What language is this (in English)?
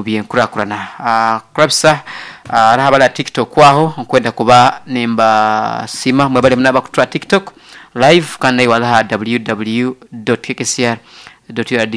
Nyoro